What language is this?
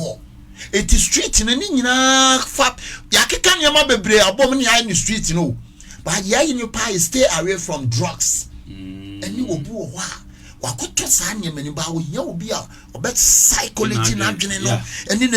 Akan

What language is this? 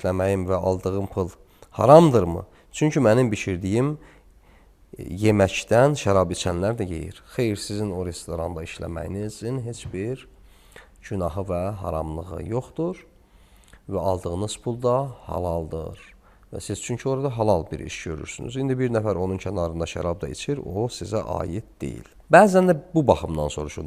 Azerbaijani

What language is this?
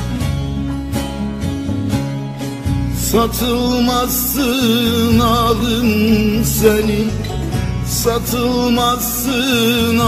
Turkish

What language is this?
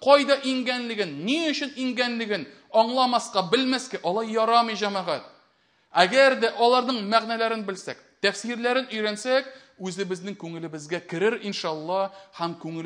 Tatar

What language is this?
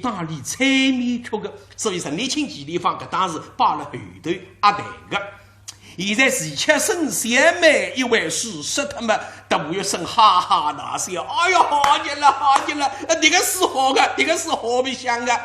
Wu Chinese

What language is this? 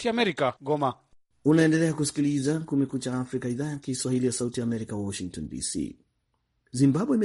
Swahili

